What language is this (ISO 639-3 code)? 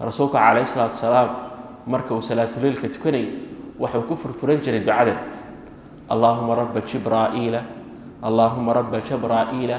som